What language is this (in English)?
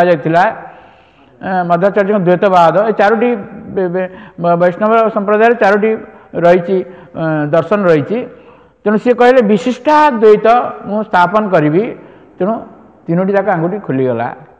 Odia